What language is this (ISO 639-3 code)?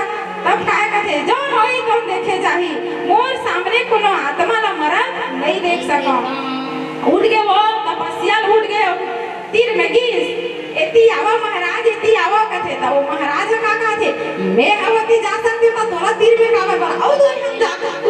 hne